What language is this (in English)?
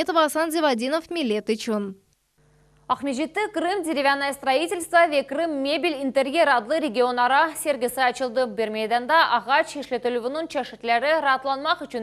Crimean Tatar